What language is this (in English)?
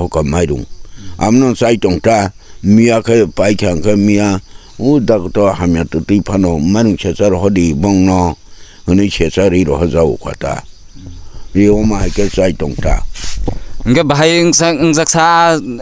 Kok Borok